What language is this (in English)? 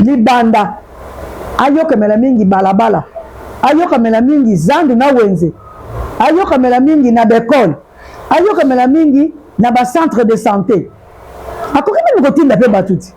Lingala